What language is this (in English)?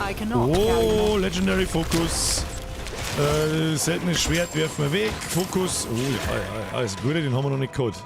Bavarian